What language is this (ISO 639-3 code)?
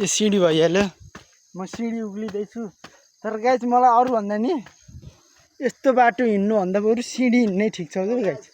nep